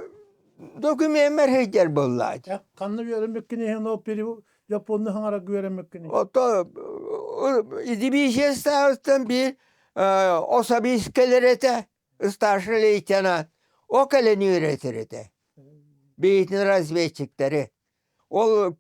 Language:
Yakut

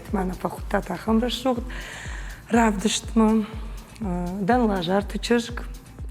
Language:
Ossetic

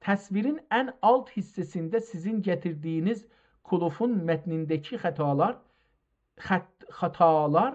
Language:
South Azerbaijani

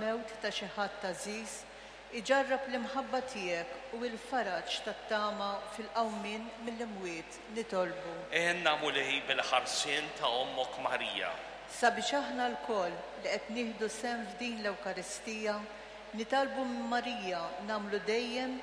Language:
Maltese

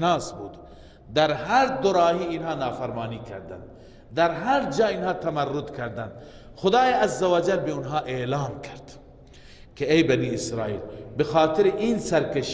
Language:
Persian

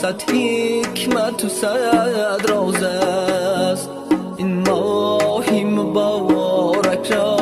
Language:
Tajik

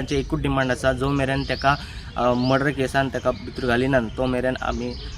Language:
Konkani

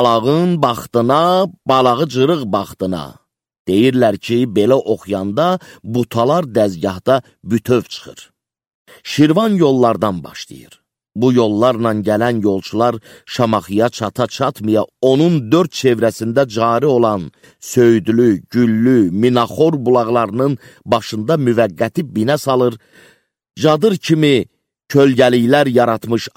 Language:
Azerbaijani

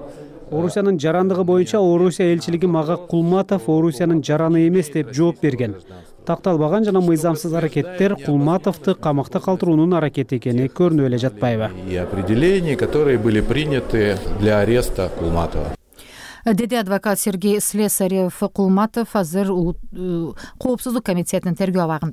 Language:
Kyrgyz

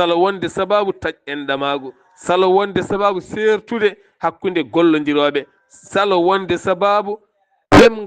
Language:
Fula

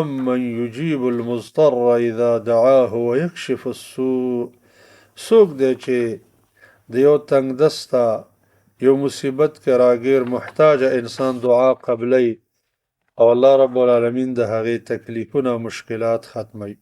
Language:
Pashto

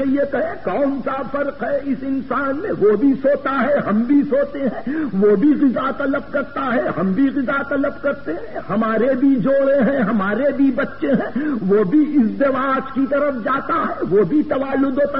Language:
Urdu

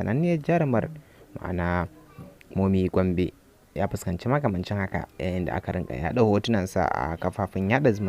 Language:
Hausa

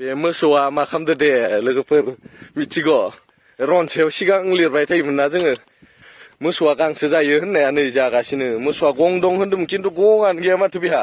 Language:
Bodo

